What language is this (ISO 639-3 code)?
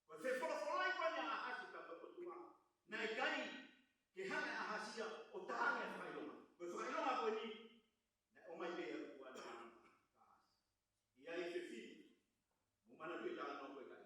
ton